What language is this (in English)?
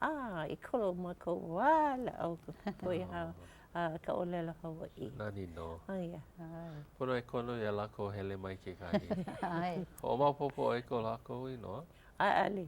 Hawaiian